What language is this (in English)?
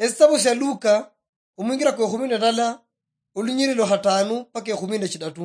Luyia